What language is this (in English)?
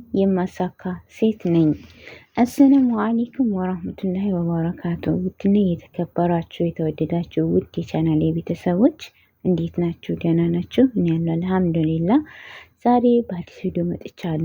Amharic